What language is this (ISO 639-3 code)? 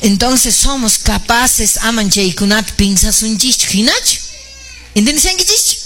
que